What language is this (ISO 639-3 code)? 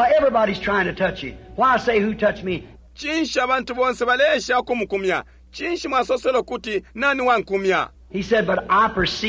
bem